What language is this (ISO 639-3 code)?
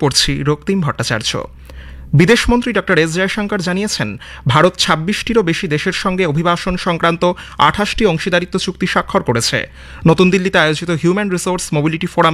ben